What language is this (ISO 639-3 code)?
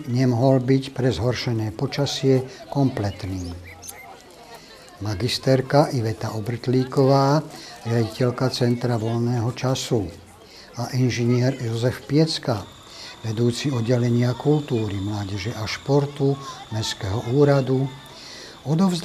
slk